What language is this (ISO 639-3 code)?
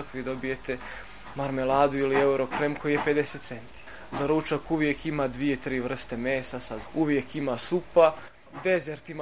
srp